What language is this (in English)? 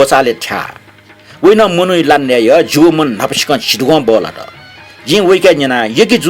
Newari